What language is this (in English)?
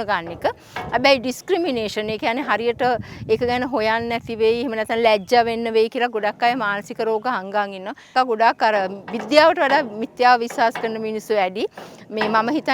Sinhala